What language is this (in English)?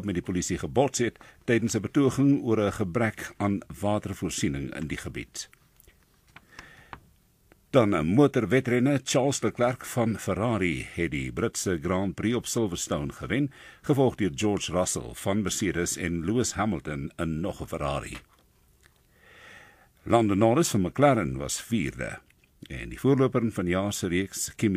Afrikaans